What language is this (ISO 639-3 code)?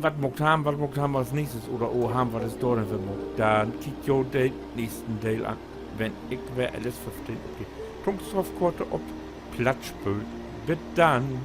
nds